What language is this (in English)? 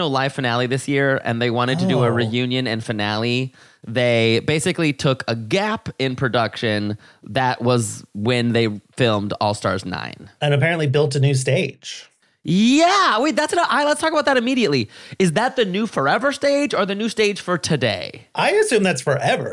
English